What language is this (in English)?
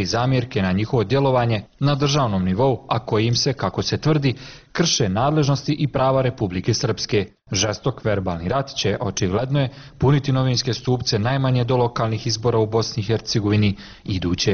Bosnian